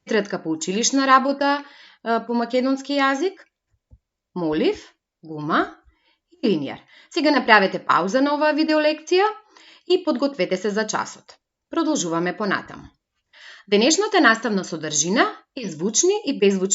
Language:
Macedonian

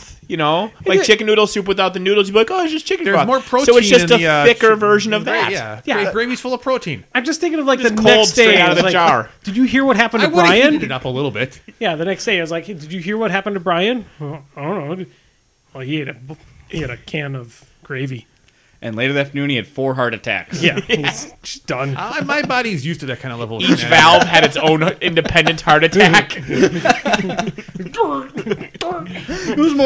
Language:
English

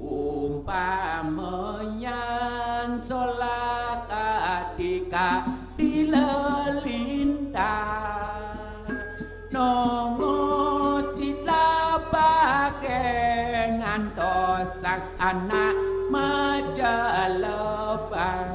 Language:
Balinese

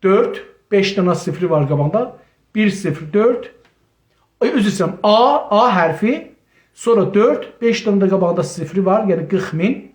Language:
South Azerbaijani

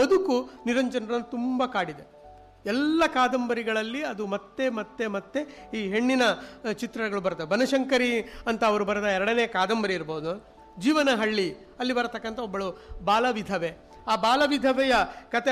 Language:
Kannada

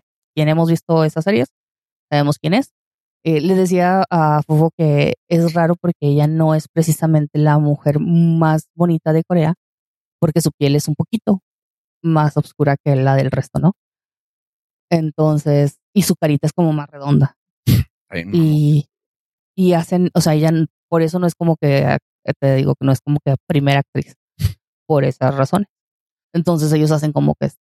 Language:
Spanish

